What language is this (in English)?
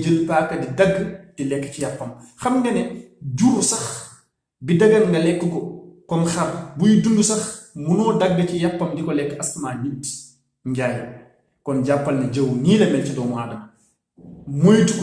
Wolof